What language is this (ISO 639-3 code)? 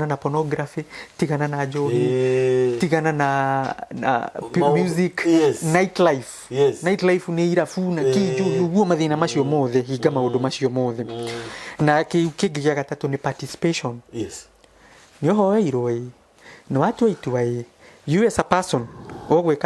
kik